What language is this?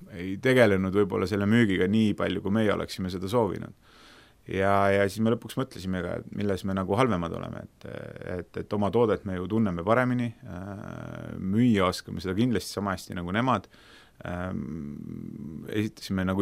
Estonian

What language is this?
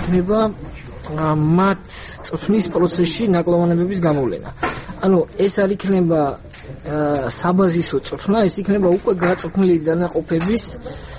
Georgian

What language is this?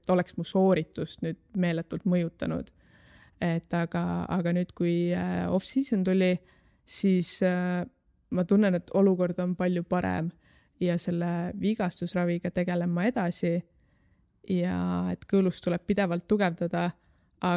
Estonian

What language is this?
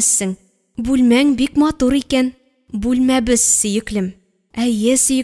Tatar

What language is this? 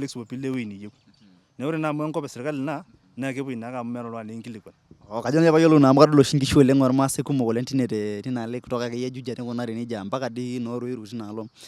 Masai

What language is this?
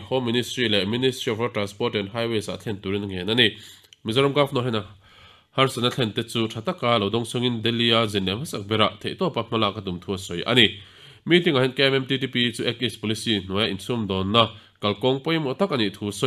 Mizo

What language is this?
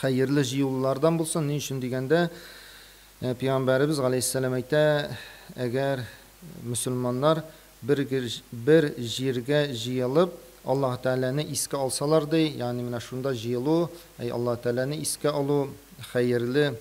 Tatar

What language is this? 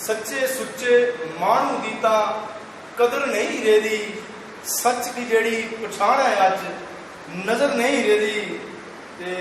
Dogri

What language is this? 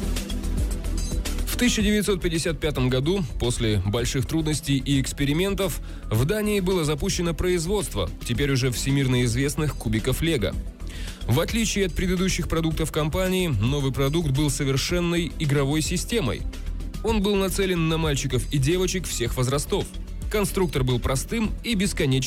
Russian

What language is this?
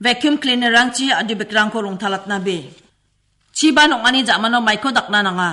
Garo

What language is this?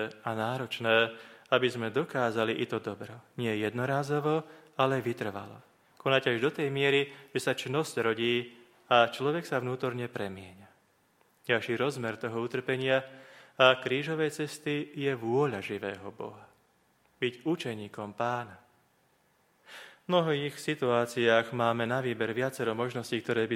Slovak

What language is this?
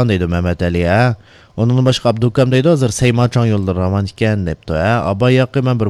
Uyghur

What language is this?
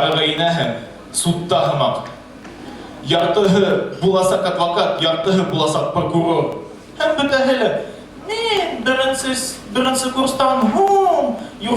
Bashkir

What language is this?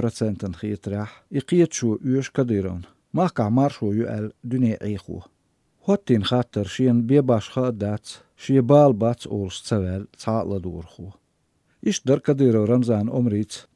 Chechen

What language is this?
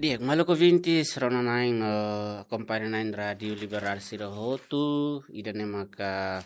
Tetum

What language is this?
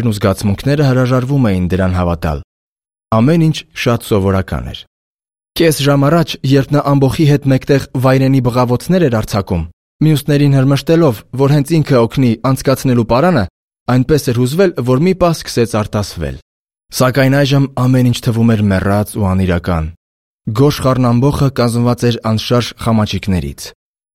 Armenian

